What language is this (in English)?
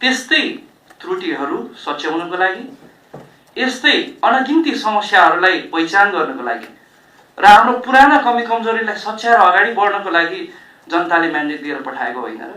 Nepali